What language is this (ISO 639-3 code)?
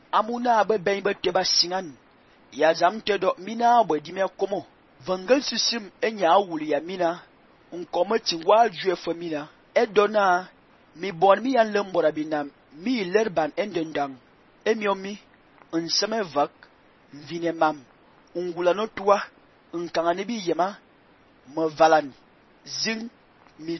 fan